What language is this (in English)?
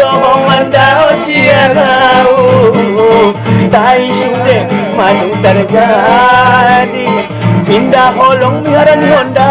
Batak Angkola